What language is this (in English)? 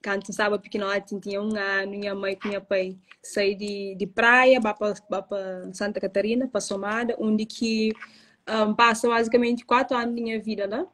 Kabuverdianu